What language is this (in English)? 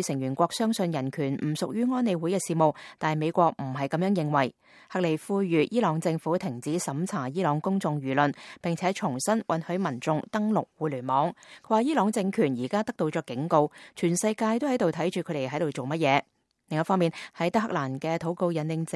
Cantonese